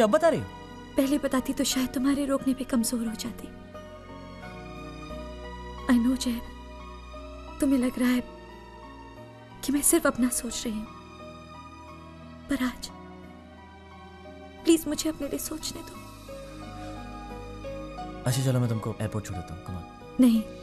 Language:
Hindi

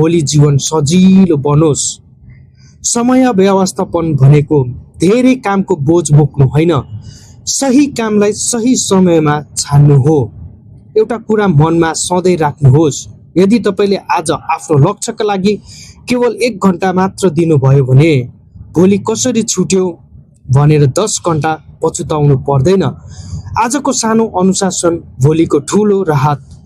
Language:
Nepali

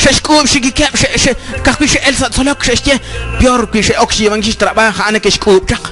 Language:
Kekchí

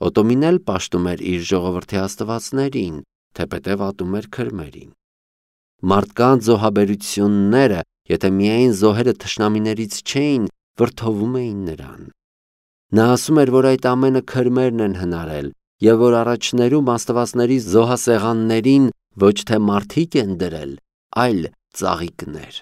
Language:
Armenian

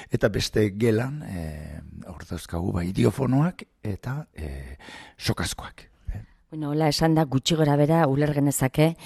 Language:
Basque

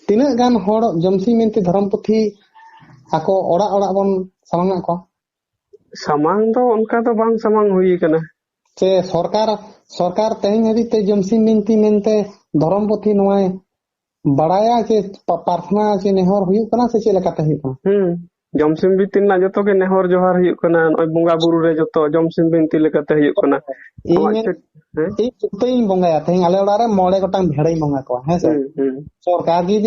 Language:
Santali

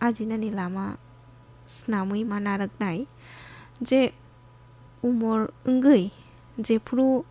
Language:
Kok Borok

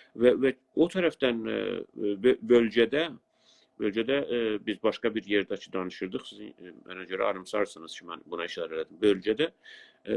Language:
South Azerbaijani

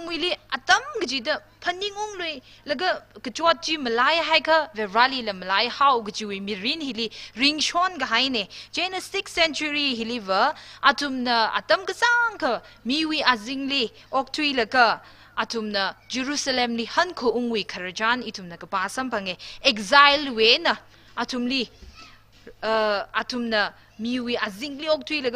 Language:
Tangkhul Naga (India)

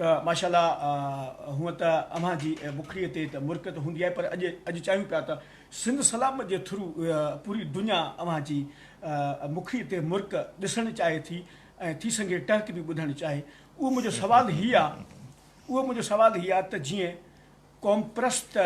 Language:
Sindhi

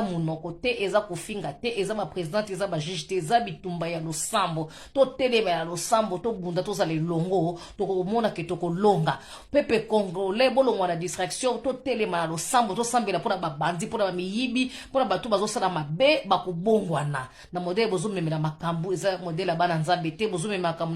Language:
Lingala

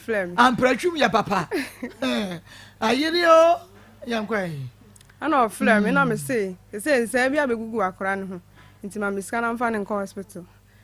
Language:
Akan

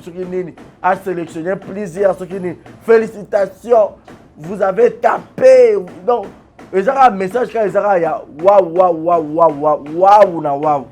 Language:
Lingala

